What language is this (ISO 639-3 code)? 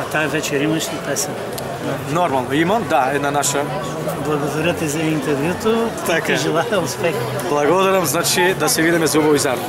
mkd